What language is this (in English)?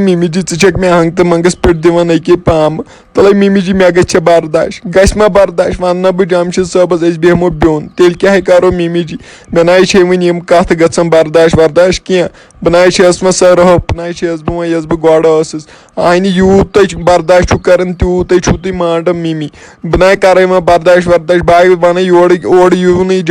Kashmiri